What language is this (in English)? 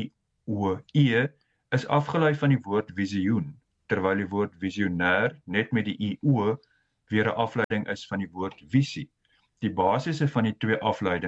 Afrikaans